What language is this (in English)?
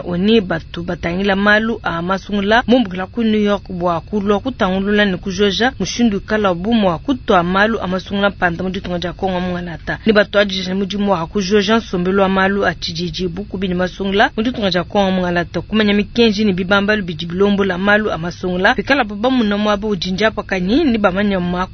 Luba-Lulua